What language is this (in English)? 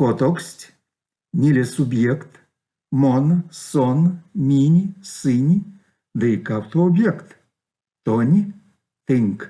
Erzya